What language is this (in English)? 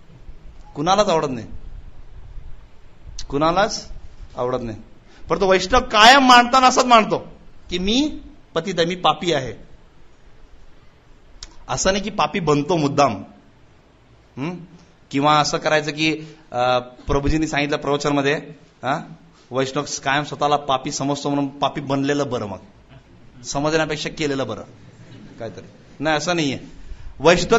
Marathi